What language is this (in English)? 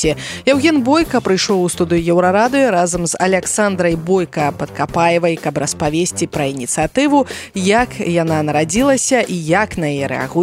Belarusian